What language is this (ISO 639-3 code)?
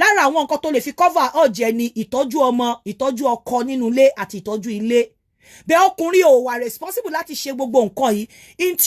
yor